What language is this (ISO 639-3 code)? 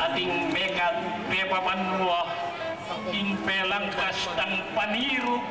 pam